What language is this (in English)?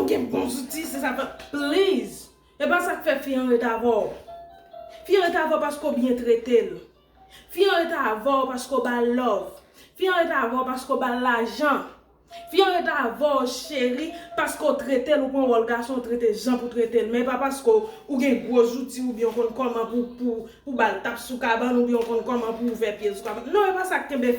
Haitian Creole